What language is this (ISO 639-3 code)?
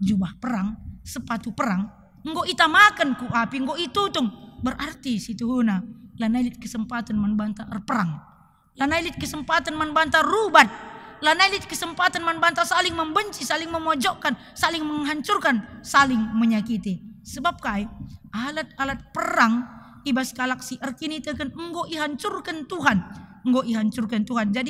btx